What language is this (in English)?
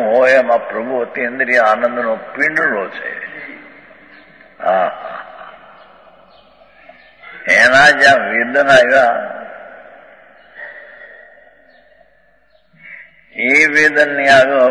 Gujarati